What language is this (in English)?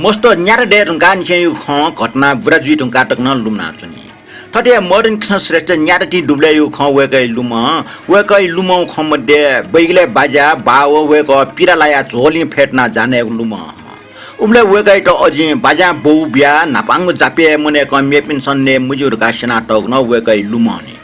Newari